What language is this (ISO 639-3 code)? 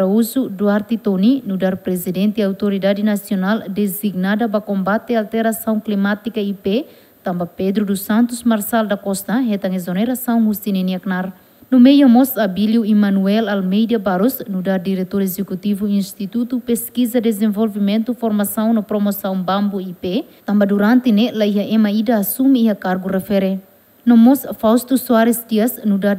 tet